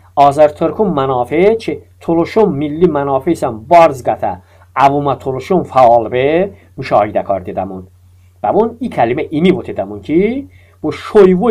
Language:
Talysh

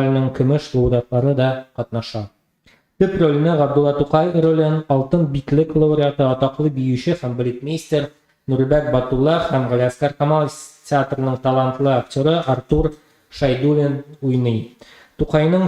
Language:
Tatar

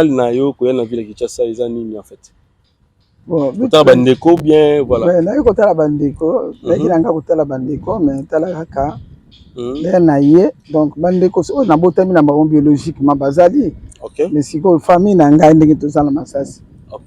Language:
Lingala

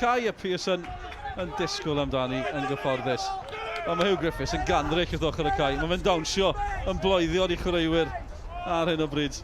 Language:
Welsh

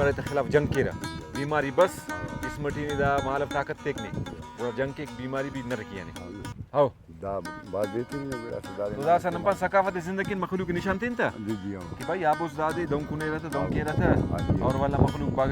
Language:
Brahui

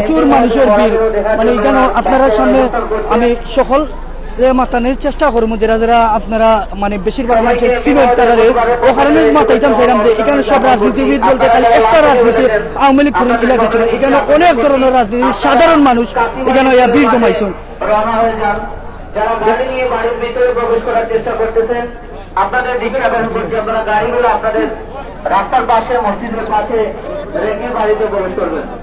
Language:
Sylheti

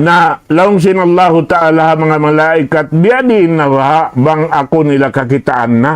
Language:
Tausug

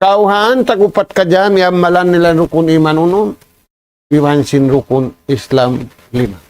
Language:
Tausug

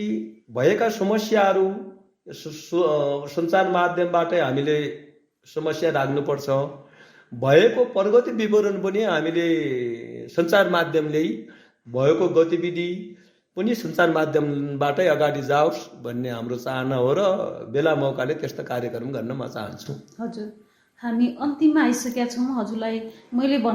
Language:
Nepali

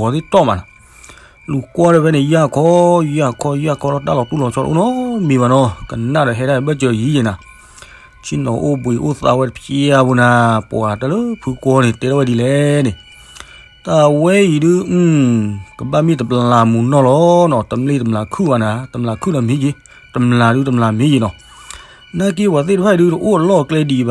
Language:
S'gaw Karen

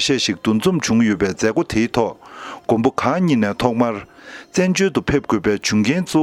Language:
Tibetan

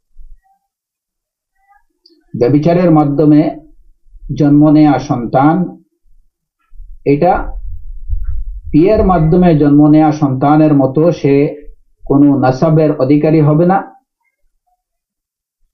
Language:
Bangla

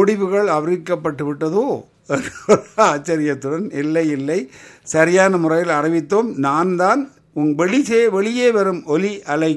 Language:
Tamil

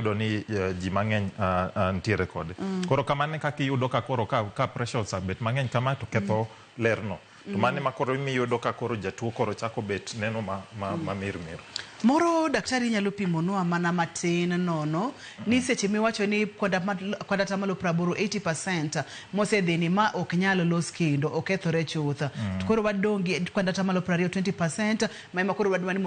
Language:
Luo (Kenya and Tanzania)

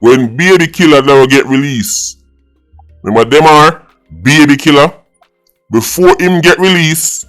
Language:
Jamaican Creole English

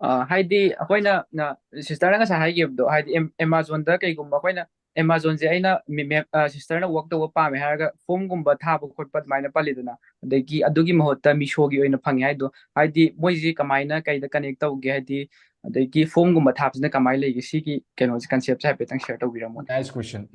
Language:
Manipuri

